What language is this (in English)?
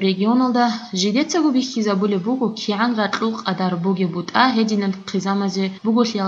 Avaric